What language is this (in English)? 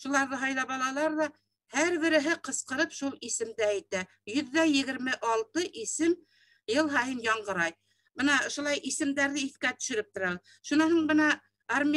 Bashkir